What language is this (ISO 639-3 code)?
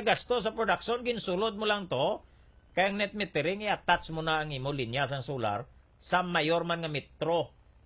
hil